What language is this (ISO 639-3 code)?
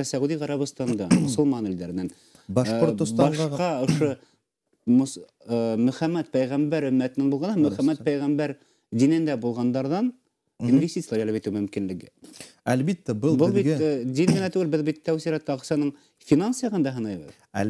bak